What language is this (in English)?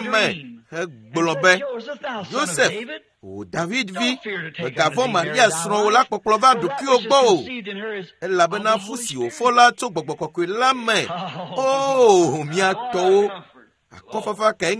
Ewe